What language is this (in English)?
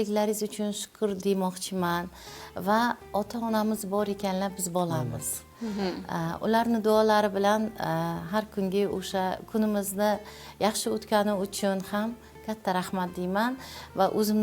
Uzbek